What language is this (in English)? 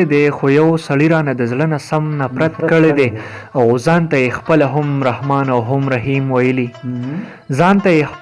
Pashto